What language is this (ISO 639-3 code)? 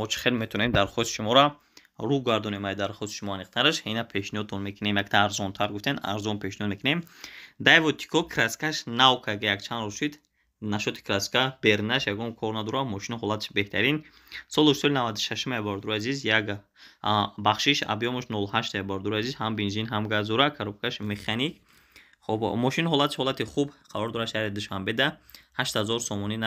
tgk